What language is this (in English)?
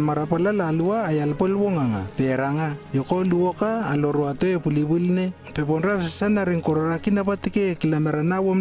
Lewo